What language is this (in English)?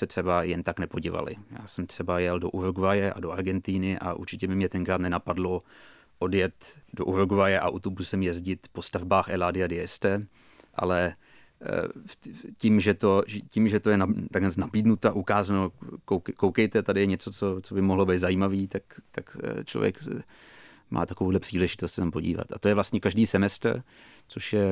Czech